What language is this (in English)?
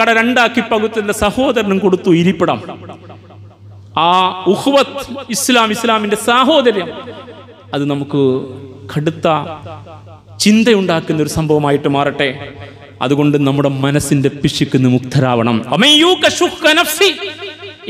Malayalam